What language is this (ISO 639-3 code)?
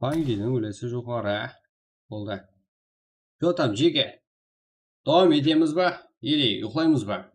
kaa